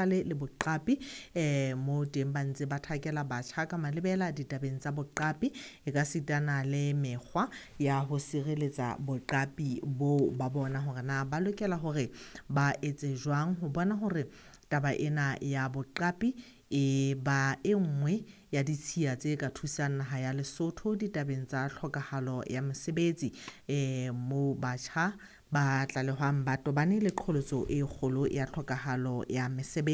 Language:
Southern Sotho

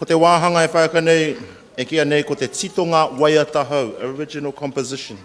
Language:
Māori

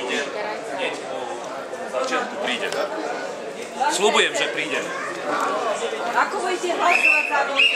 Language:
Slovak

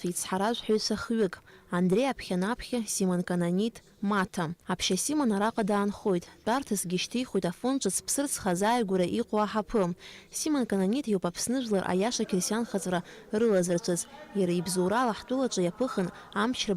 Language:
Abkhazian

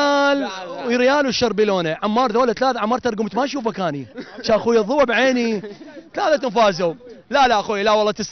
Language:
Mesopotamian Arabic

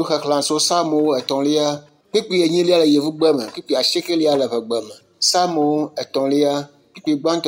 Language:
Ewe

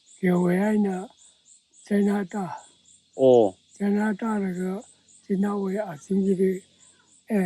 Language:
Tangkhul Naga (India)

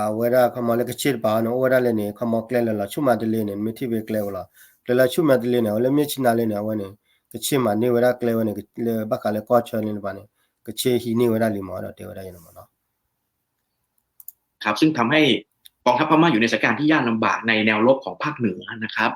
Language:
S'gaw Karen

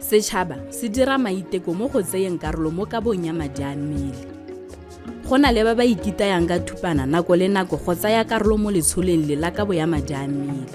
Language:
Tswana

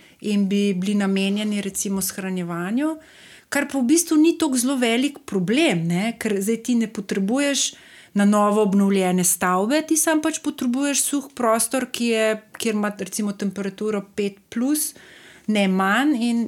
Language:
Slovenian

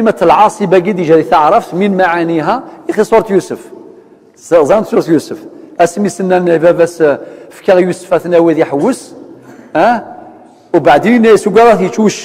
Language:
Kabyle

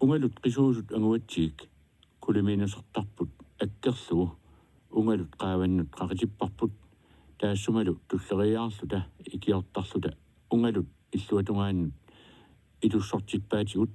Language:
Kalaallisut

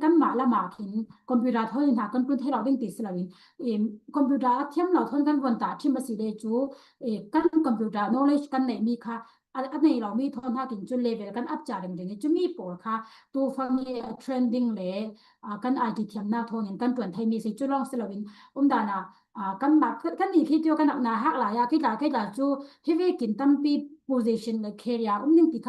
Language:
Falam Chin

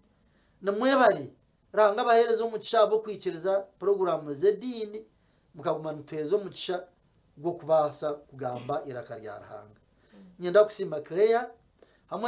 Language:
Nyankole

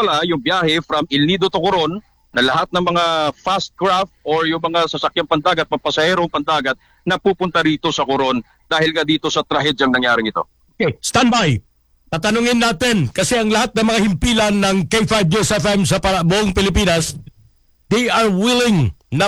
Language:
Filipino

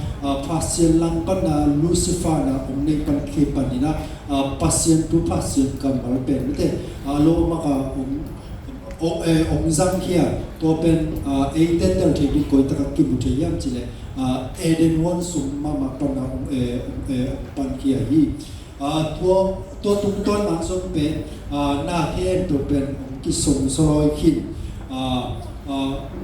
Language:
Tedim Chin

